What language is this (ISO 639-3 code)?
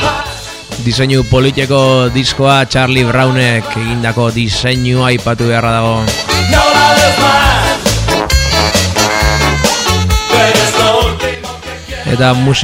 eus